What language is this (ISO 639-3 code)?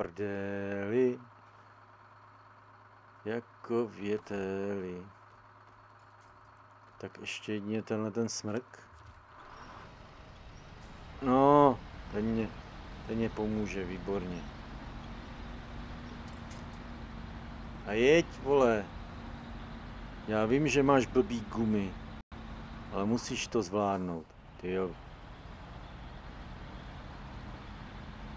ces